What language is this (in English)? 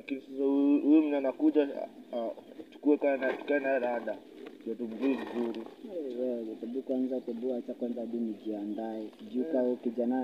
Swahili